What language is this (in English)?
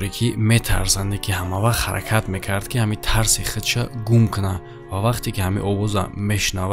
Tajik